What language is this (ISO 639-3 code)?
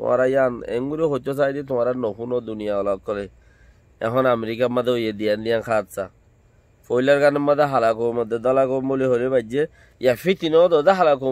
rhg